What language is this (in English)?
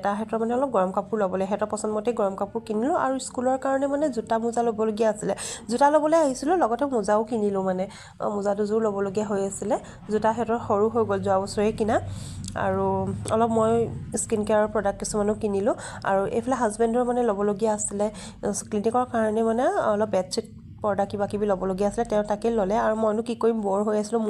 Assamese